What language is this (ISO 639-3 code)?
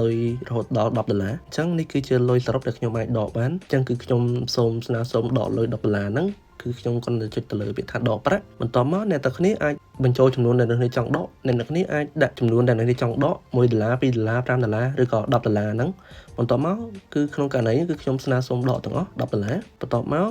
khm